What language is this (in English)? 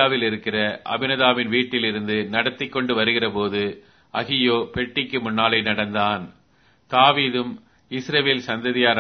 Tamil